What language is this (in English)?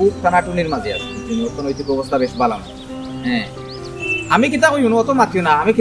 Sylheti